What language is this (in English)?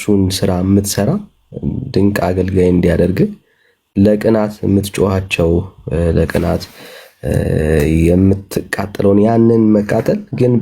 Amharic